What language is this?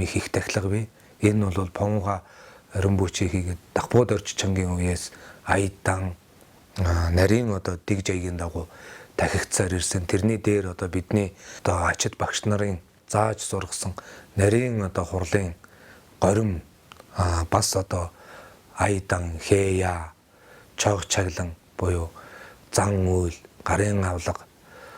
Mongolian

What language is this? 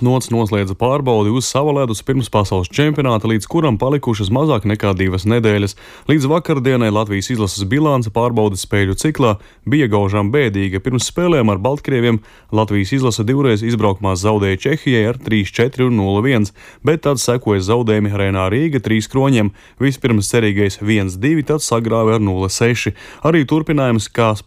Latvian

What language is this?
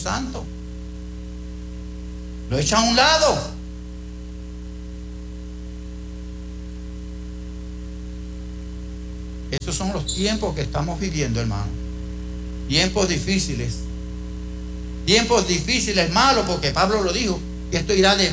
Spanish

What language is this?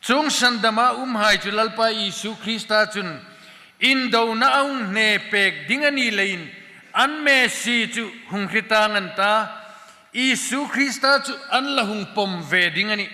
Hmar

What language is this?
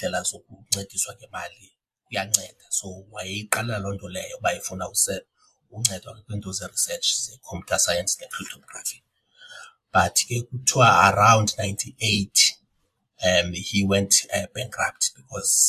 Xhosa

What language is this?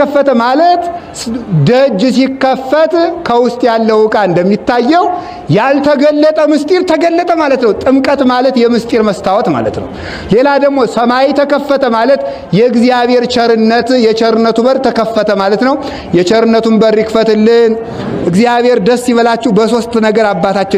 Amharic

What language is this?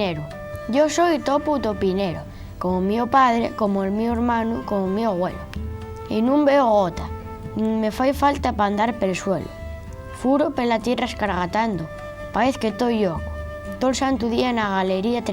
Asturian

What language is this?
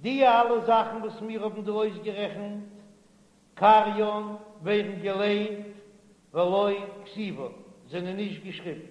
Yiddish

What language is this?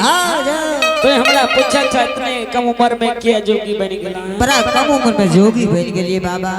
Angika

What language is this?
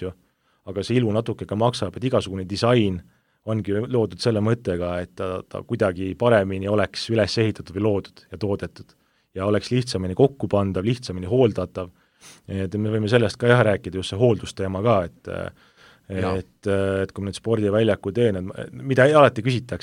Estonian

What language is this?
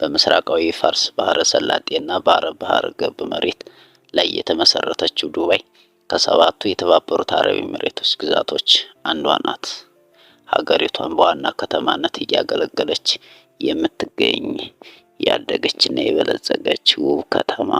Amharic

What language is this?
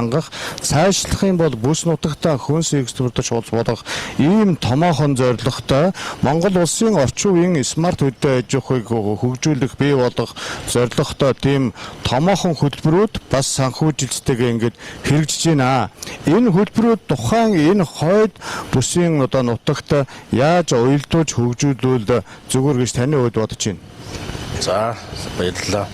Mongolian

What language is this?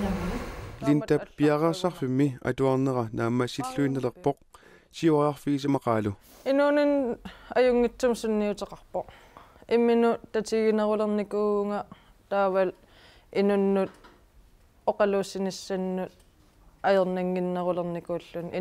Kalaallisut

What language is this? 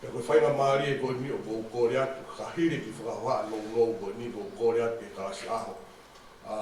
Tongan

